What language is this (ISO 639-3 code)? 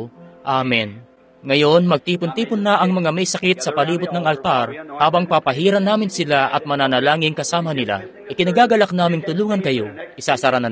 fil